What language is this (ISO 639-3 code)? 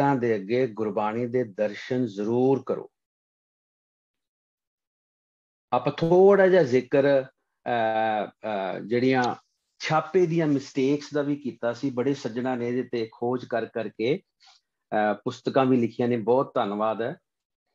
pan